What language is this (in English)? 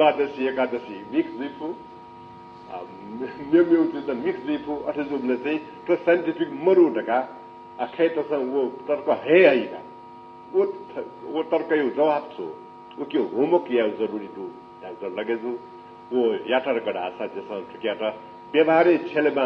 Newari